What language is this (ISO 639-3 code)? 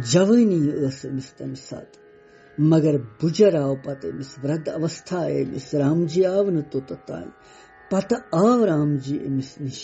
kas